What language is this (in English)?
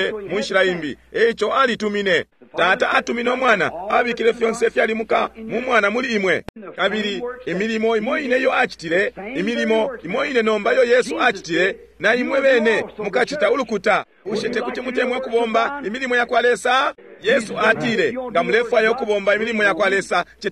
Bemba